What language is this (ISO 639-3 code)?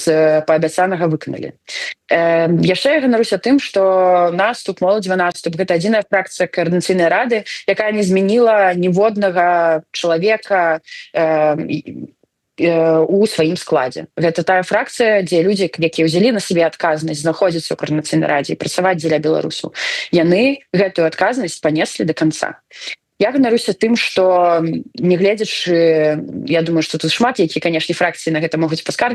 bel